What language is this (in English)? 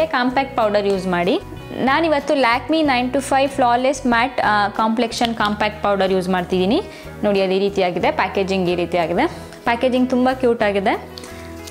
Kannada